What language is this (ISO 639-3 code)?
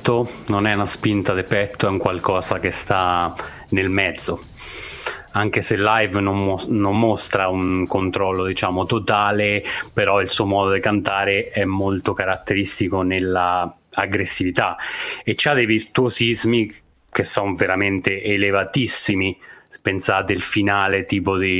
ita